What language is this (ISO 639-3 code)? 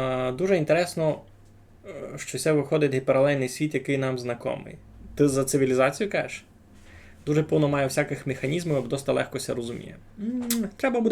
rue